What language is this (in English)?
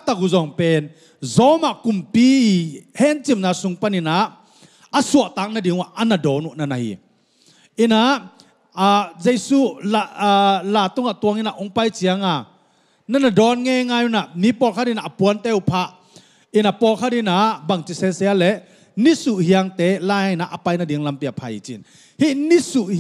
Tedim Chin